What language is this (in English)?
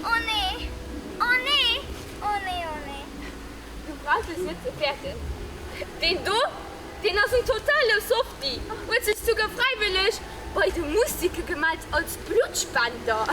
Luxembourgish